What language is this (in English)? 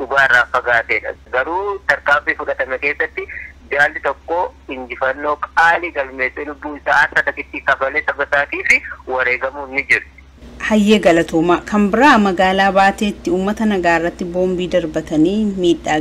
Oromo